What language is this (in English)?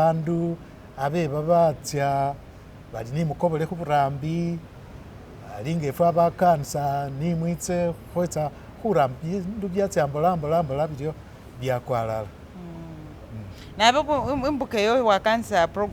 Masaaba